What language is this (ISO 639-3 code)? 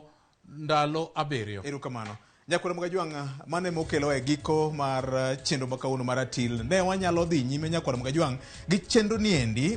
luo